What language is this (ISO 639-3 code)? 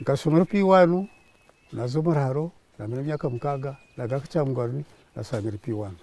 nyn